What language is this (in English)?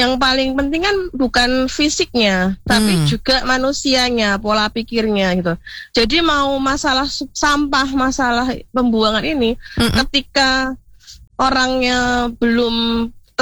Indonesian